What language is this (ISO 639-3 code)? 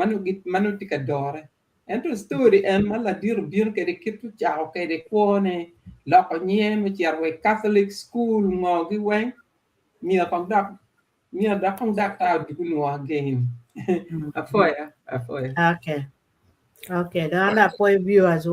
ach